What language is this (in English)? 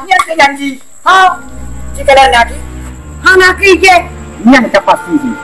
Achinese